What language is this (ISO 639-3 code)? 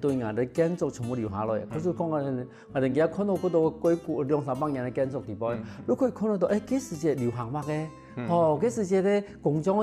hak